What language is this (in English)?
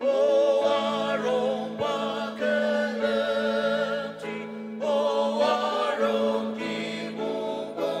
Ao Naga